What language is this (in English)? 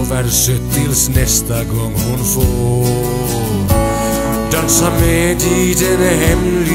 Swedish